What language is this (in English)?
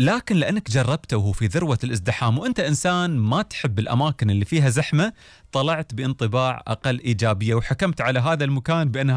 Gulf Arabic